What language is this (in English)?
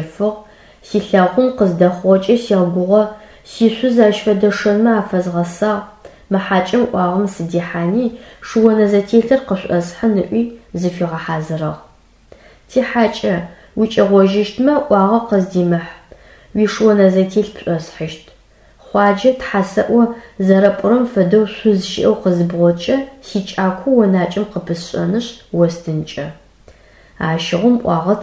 Adyghe